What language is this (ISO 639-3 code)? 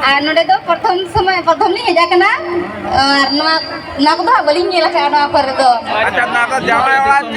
sat